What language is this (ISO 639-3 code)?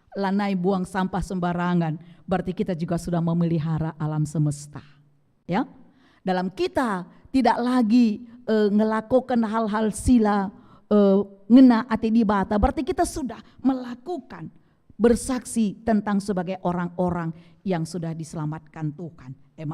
btx